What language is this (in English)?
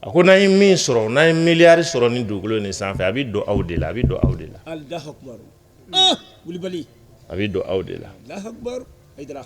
Bambara